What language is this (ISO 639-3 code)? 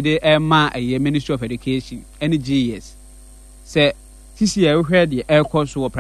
aka